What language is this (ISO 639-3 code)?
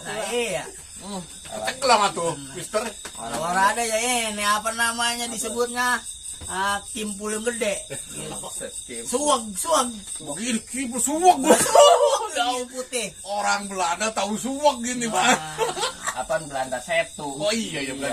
bew